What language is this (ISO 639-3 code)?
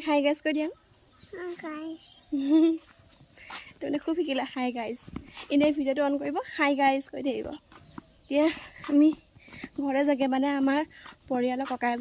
asm